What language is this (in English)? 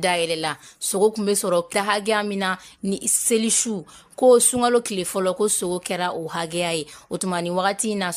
Bambara